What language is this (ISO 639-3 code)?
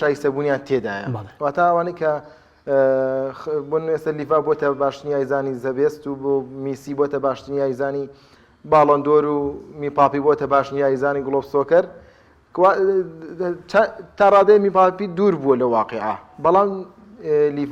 ckb